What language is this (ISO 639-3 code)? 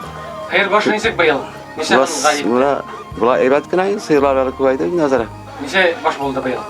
bak